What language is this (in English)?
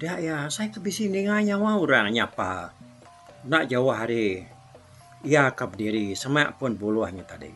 Iban